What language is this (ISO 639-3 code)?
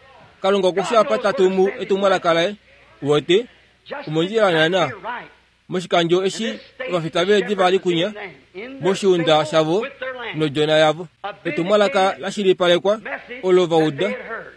kua